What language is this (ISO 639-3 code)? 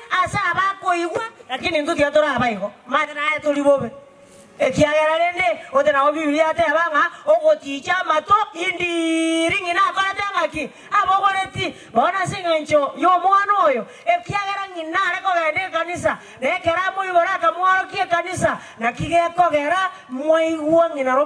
guz